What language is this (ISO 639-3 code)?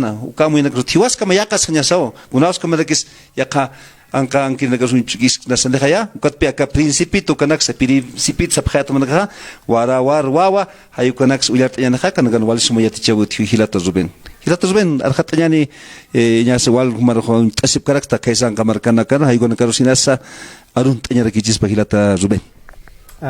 aym